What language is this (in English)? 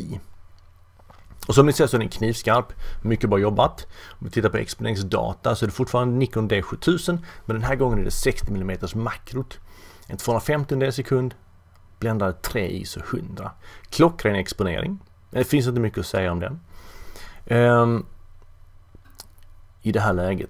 Swedish